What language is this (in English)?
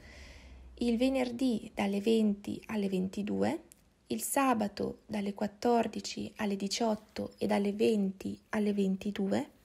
Italian